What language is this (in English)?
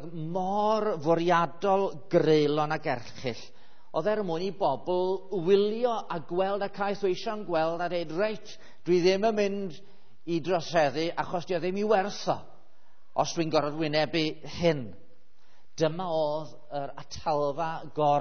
Welsh